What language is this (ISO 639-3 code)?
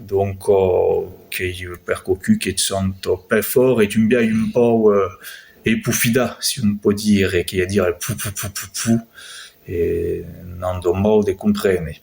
oci